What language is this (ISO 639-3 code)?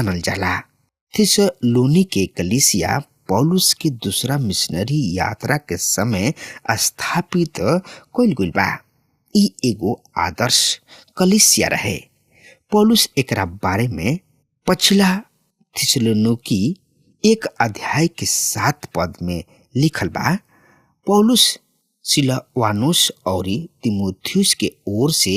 bho